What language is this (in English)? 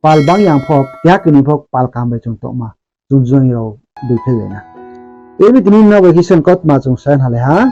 Riang (India)